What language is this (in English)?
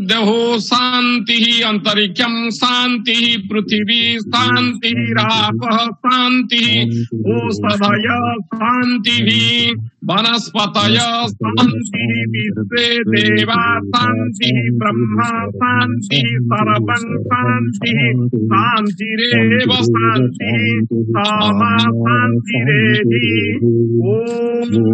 Sanskrit